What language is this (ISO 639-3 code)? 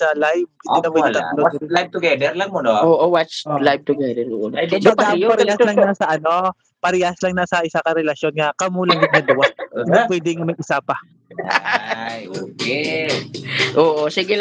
hil